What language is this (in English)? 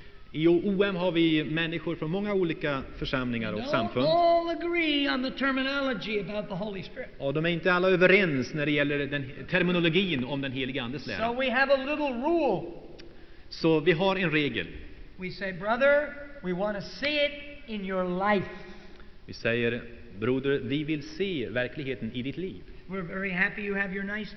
Swedish